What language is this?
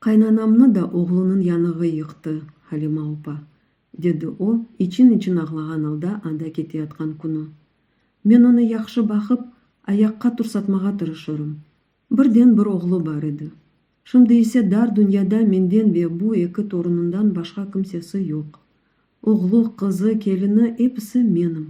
Crimean Tatar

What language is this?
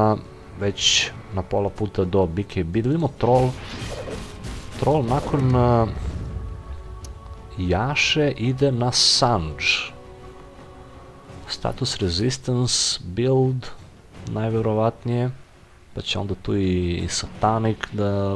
Serbian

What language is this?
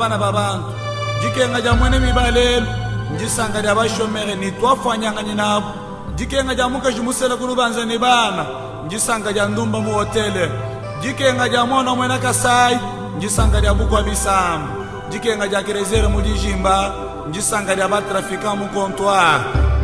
Luba-Lulua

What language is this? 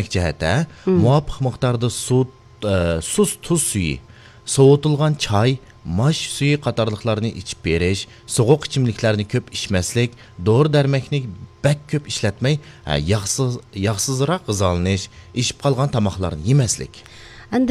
Uyghur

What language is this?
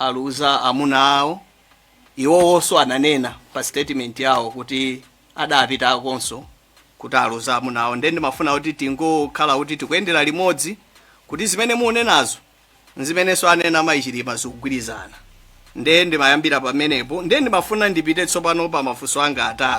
Nyanja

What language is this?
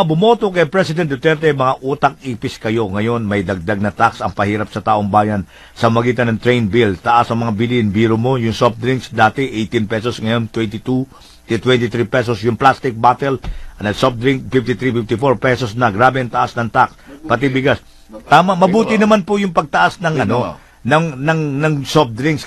Filipino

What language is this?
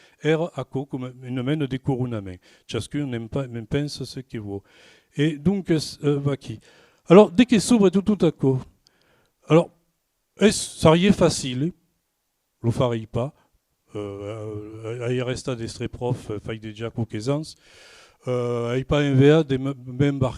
Occitan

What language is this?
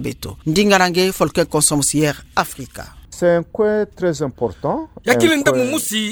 Kituba (Democratic Republic of Congo)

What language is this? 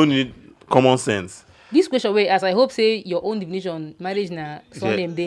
Nigerian Pidgin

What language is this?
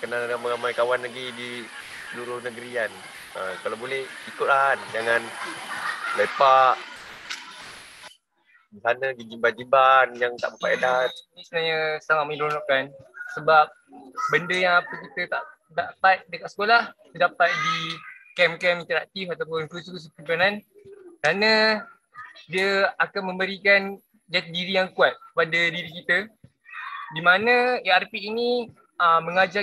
Malay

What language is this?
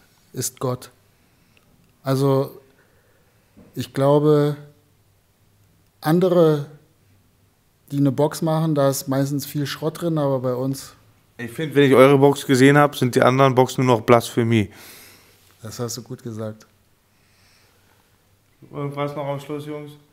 German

